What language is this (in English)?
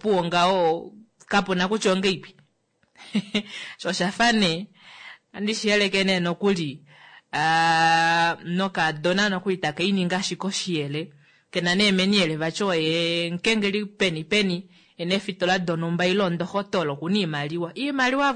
Kuanyama